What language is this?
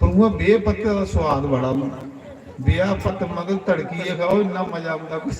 Dogri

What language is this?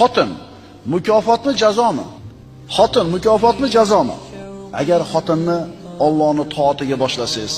Uzbek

